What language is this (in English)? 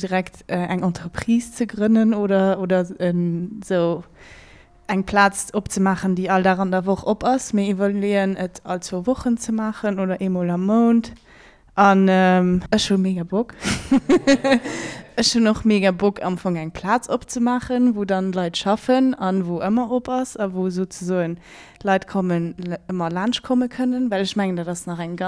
Luxembourgish